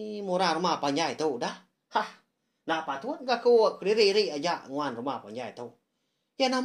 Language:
Iban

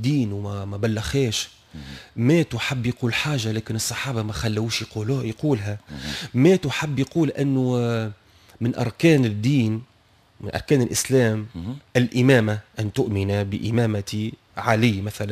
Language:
Tunisian Arabic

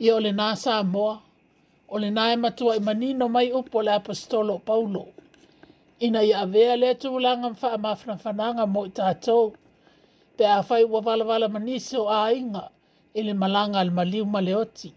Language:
Samoan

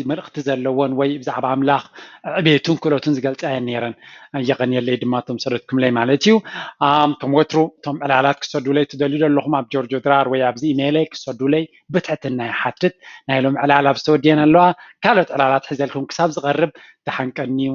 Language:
Tigrinya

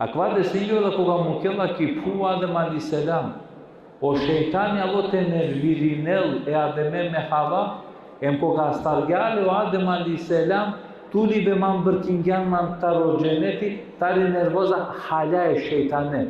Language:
Balkan Romani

